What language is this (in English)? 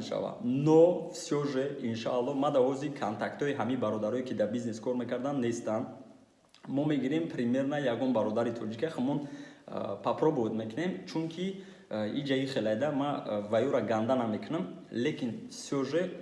Tajik